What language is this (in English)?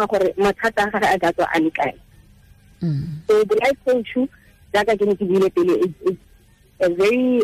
Tswana